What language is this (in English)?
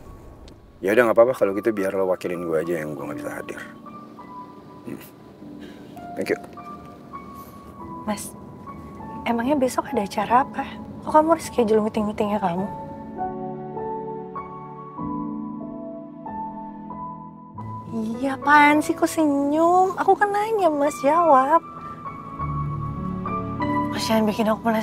Indonesian